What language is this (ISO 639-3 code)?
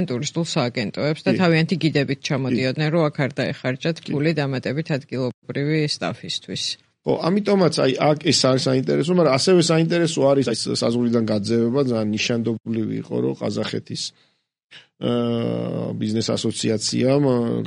kat